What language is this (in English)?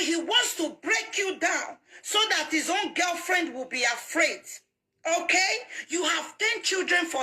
Nigerian Pidgin